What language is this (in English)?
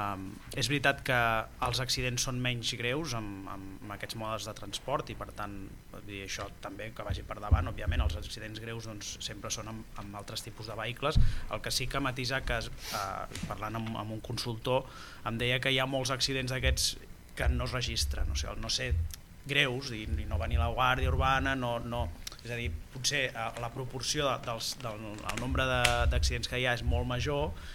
Catalan